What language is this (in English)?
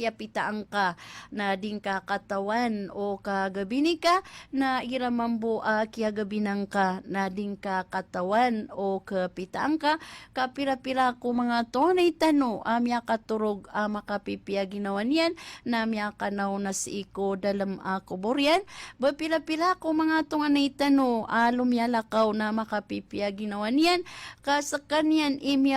Maranao